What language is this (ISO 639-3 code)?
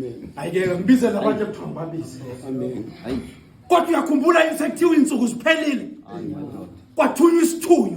zul